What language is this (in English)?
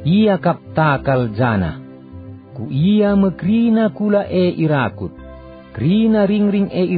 Batak Karo